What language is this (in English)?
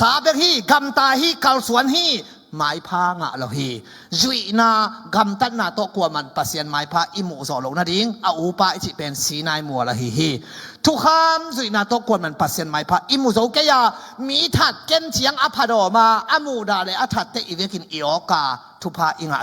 Tedim Chin